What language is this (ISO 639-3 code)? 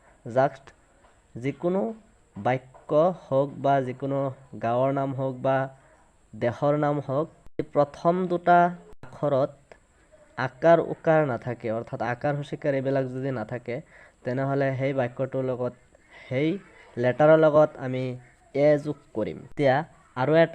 asm